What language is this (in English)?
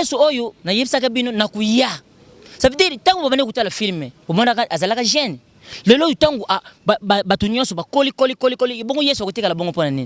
Lingala